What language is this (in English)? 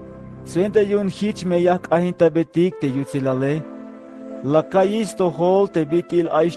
Tzeltal